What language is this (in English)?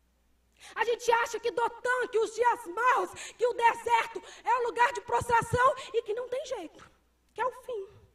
Portuguese